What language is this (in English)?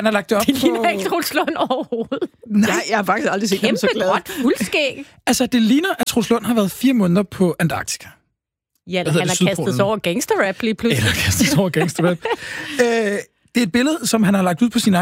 Danish